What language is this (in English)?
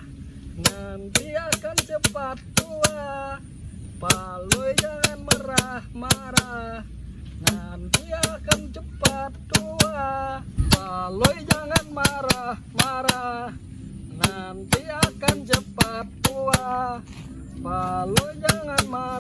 Banjar